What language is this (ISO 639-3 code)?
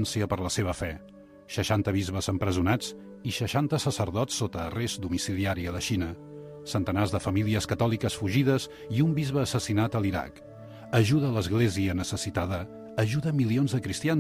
cat